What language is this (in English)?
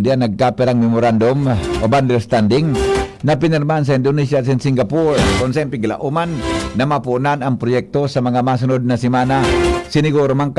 Bikol